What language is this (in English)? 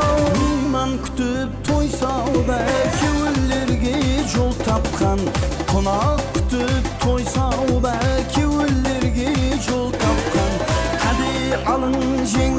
Kara-Kalpak